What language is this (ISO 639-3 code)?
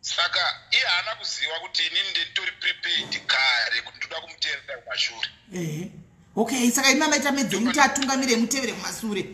sna